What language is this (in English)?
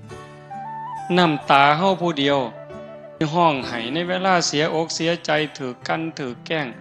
Northeastern Thai